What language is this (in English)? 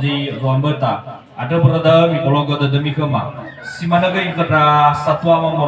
Nias